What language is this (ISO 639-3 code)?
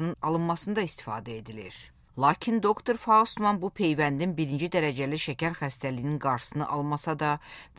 aze